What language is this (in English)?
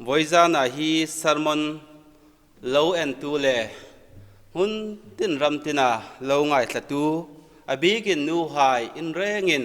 Hmar